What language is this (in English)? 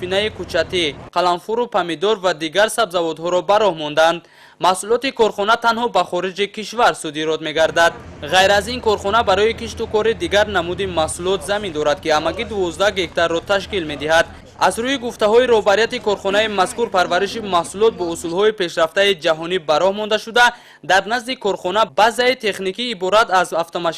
Tajik